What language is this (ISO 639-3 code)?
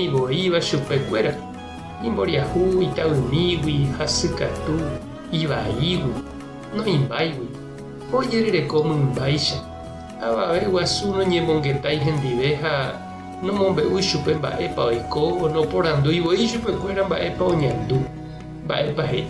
grn